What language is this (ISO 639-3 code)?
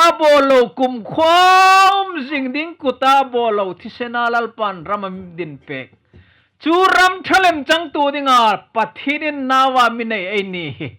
hmr